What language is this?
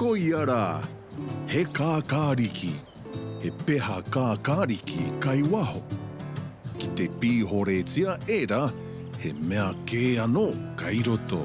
Māori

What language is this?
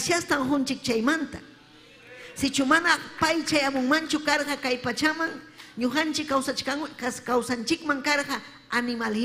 Ayacucho Quechua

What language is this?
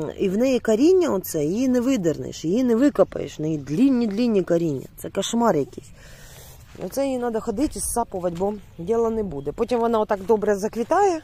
Ukrainian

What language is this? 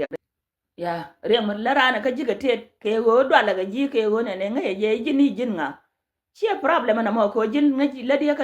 Nuer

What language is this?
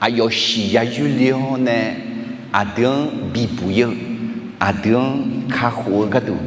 Akha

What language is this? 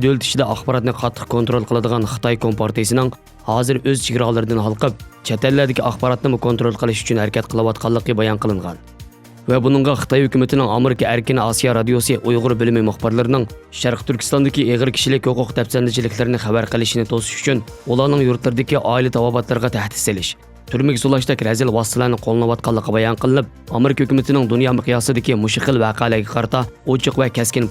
Uyghur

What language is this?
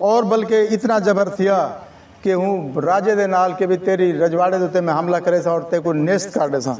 Saraiki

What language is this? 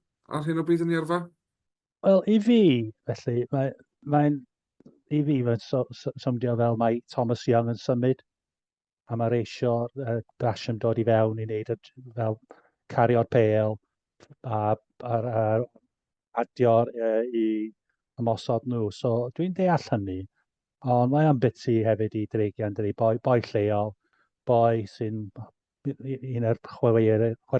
Welsh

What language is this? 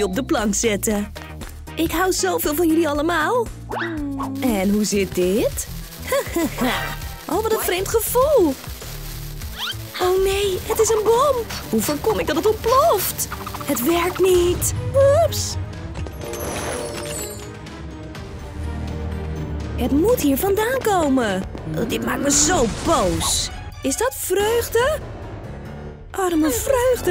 Dutch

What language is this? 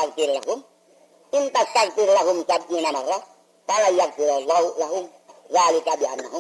Sundanese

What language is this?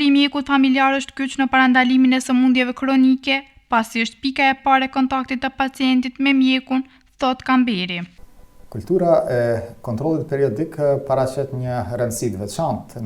Albanian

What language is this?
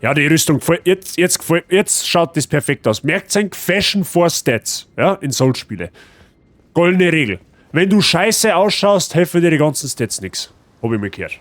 Bavarian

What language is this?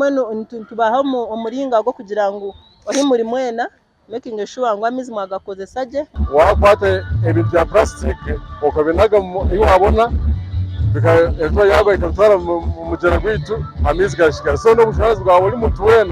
Nyankole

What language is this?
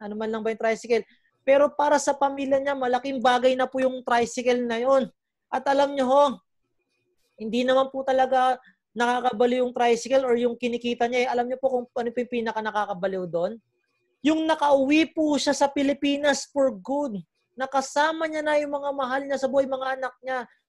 Filipino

